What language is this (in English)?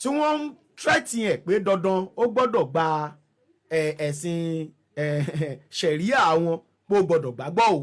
Yoruba